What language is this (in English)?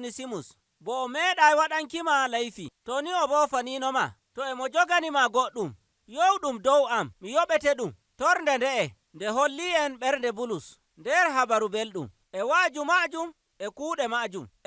Nigerian Fulfulde